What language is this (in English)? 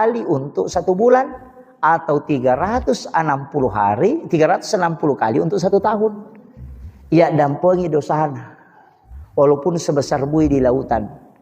Buginese